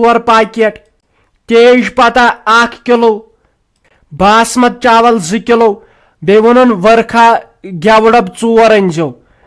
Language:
Kashmiri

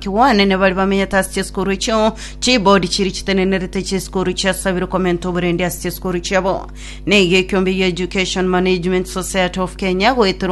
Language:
Gusii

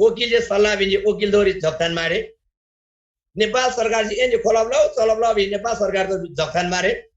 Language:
Eastern Tamang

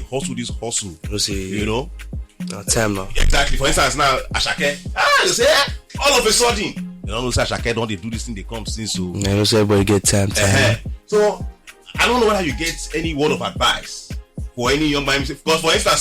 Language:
Nigerian Pidgin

